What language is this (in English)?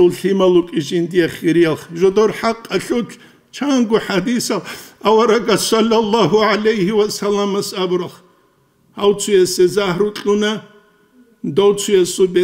Avaric